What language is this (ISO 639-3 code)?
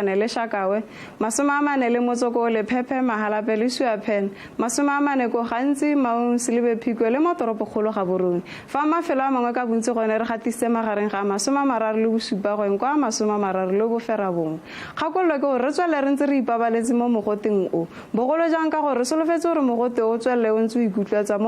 tsn